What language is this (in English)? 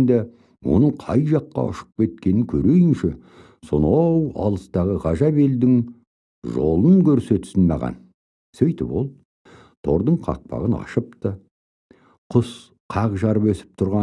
Kazakh